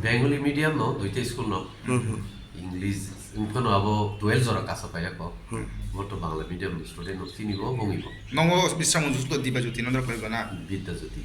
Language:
Kok Borok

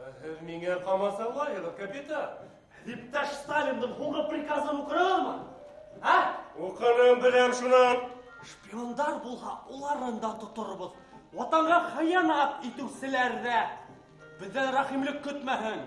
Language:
Bashkir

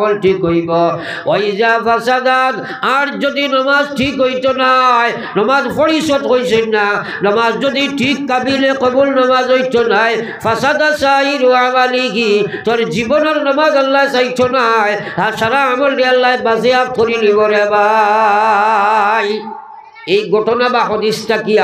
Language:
Sylheti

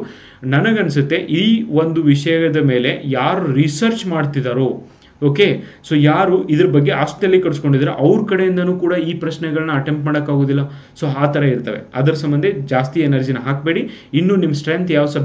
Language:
Kannada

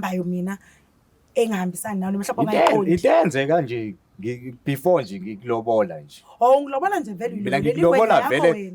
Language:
Zulu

